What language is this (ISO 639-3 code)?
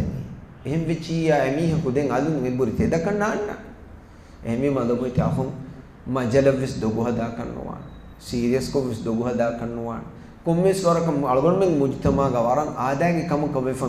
div